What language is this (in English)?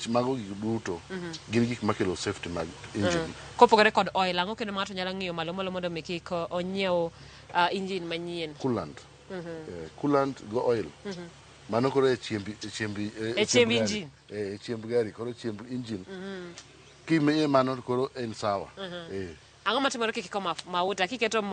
Luo (Kenya and Tanzania)